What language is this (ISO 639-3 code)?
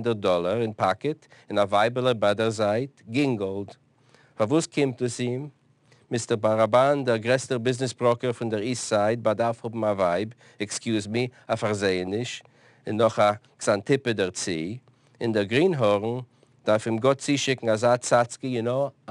yid